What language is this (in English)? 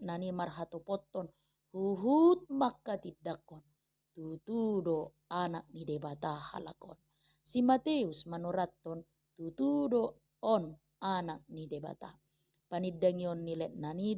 Batak Toba